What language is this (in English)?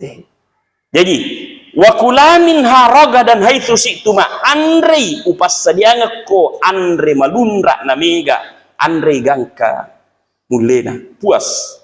Buginese